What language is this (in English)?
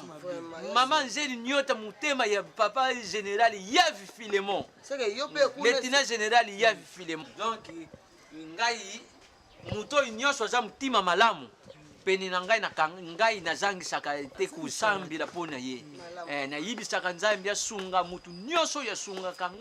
Lingala